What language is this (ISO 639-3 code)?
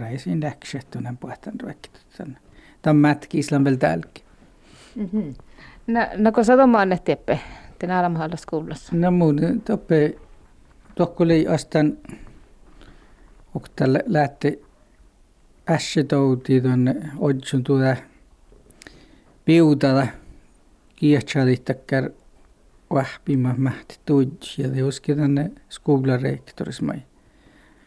fin